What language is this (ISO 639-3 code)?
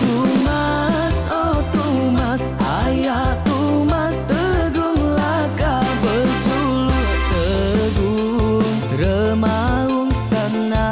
iba